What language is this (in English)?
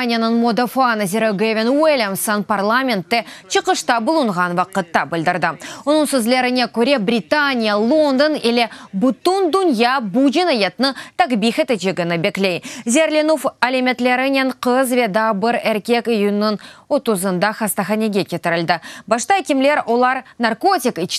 Crimean Tatar